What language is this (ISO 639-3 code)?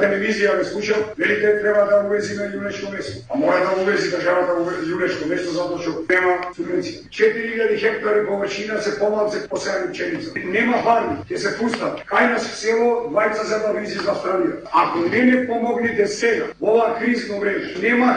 mkd